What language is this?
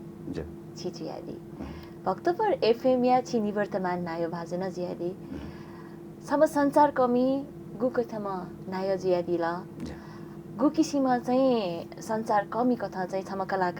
Newari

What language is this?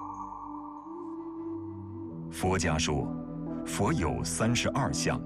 Chinese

